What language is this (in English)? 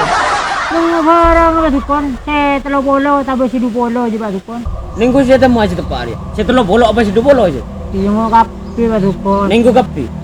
Madurese